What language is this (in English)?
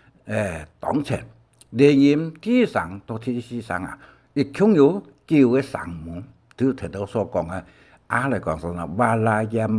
Hakka Chinese